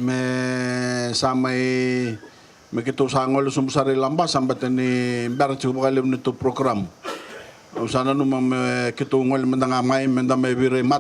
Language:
Fijian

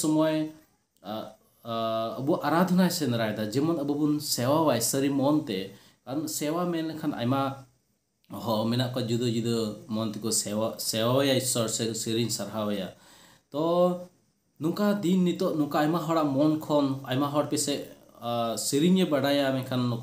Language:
Santali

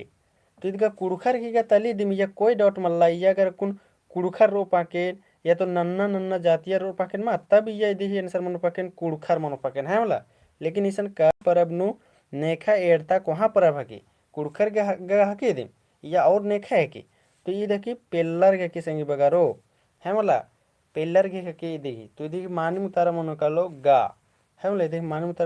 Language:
Kurukh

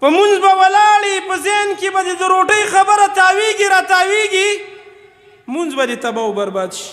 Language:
Pashto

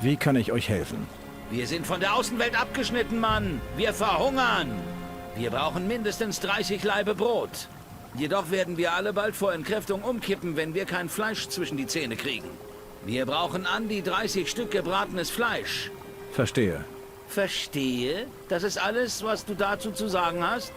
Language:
Bavarian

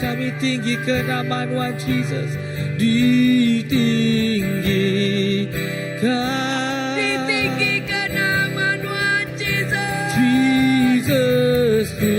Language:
Iban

